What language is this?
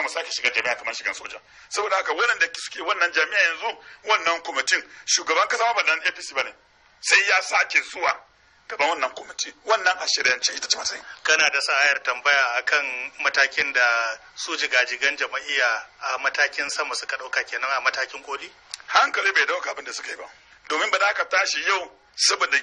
Hausa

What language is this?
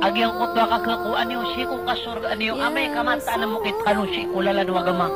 Maranao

